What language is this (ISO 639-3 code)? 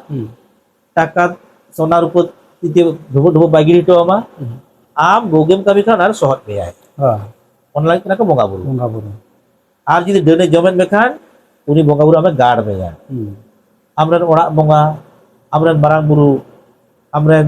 sat